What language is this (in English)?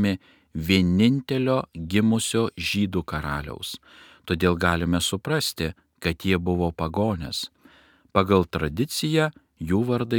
Lithuanian